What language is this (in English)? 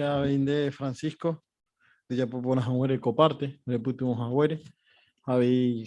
Guarani